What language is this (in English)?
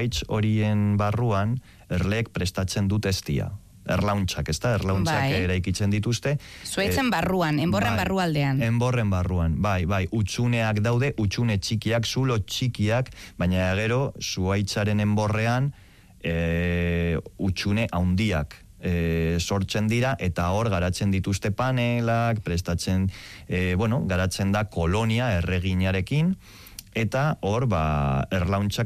Basque